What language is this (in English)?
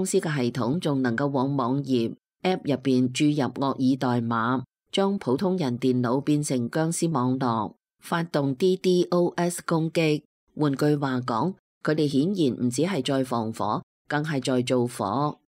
Cantonese